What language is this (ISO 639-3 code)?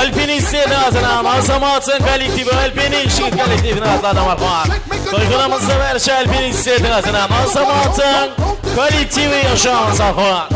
kaa